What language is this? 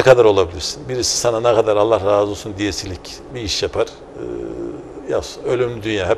Turkish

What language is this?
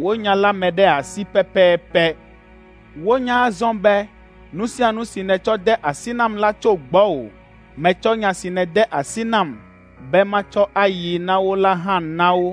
Ewe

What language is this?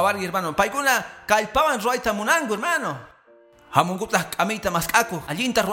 Quechua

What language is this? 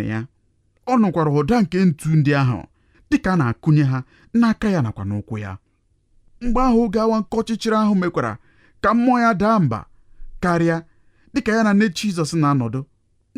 Igbo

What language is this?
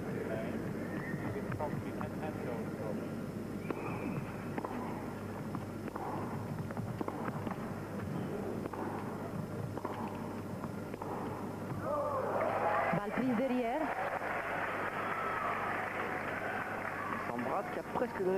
French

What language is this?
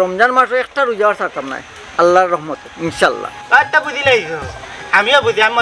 Sylheti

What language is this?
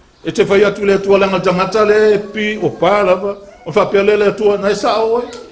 Samoan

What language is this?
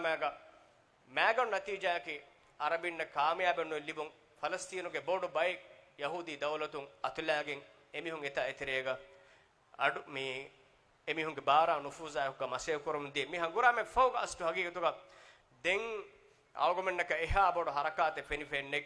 Divehi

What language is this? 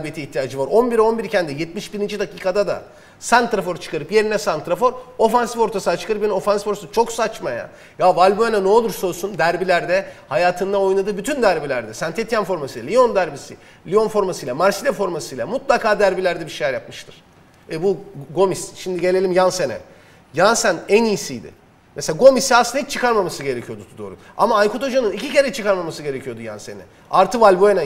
Turkish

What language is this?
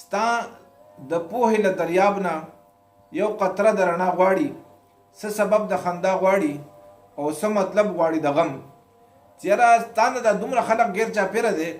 Pashto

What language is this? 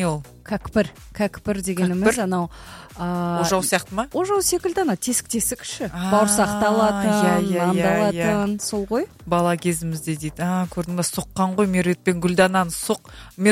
Kazakh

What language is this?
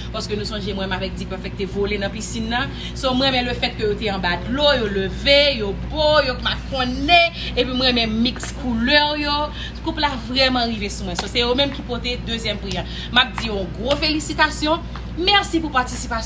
Haitian Creole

